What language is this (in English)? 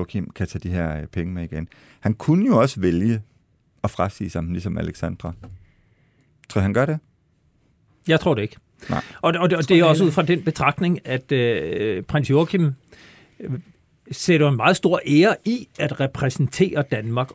Danish